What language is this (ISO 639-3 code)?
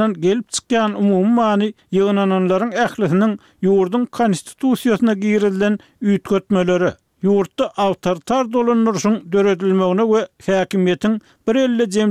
tuk